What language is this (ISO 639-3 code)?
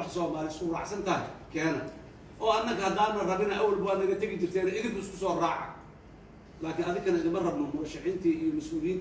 som